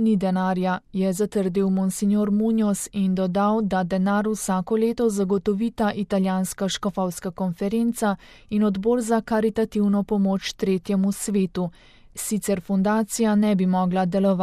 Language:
Slovenian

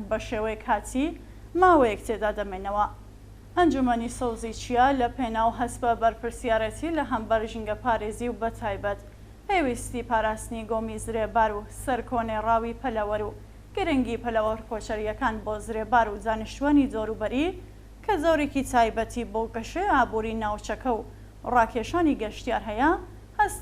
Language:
Central Kurdish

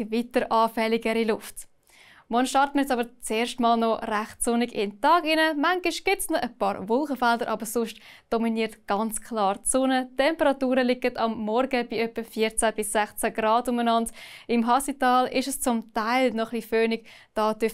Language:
Swiss German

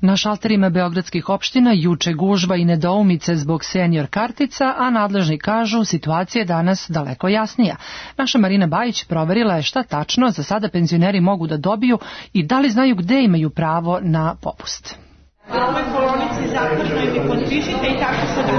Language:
Serbian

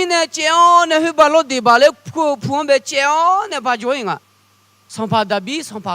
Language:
Akha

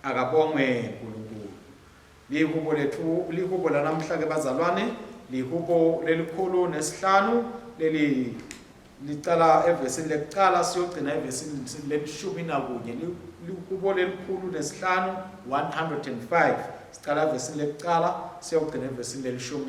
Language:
Swati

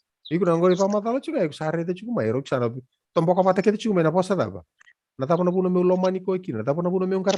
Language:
Fijian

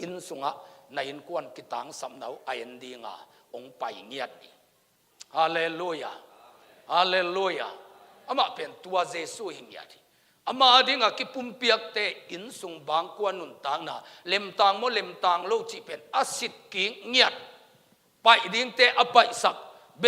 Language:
Tedim Chin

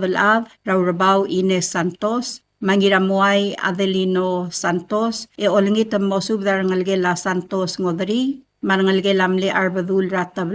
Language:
Palauan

